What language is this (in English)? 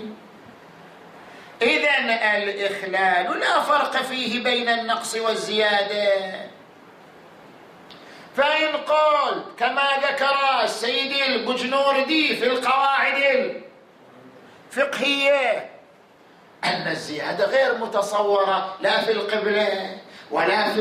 Arabic